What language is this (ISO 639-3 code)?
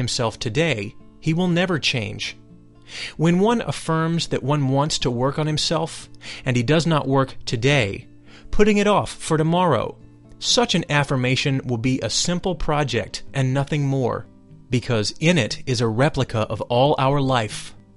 eng